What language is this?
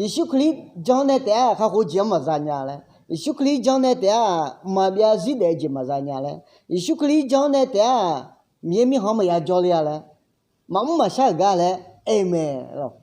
Akha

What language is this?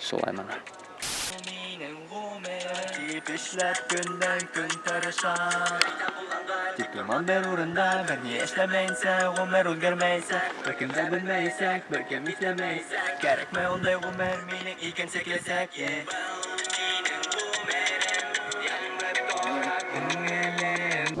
Bashkir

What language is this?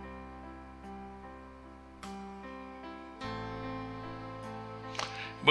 Tamil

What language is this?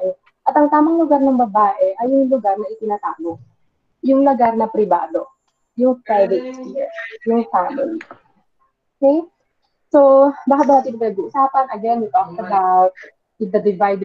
Filipino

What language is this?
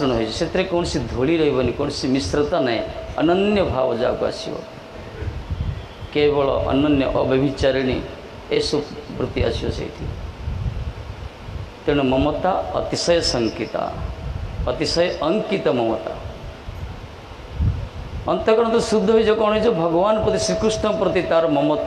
Odia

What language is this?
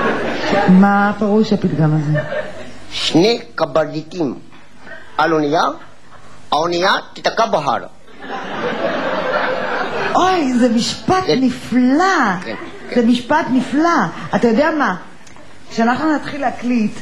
Hebrew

